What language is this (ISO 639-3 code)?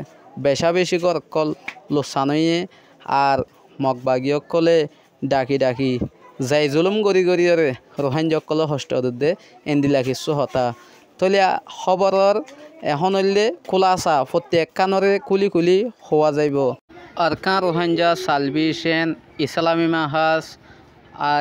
rhg